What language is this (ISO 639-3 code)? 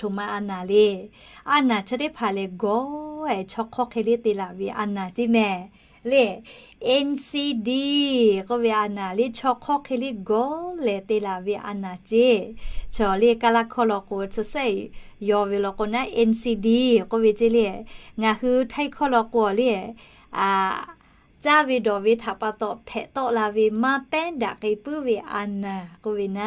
lhu